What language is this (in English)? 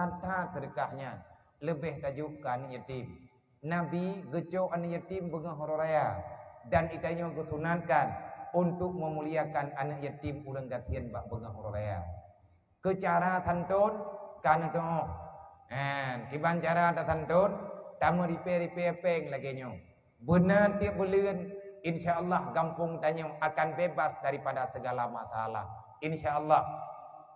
Achinese